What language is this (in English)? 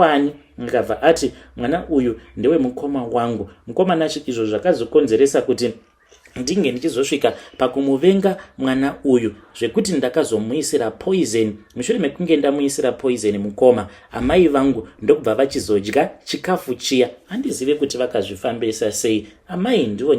Shona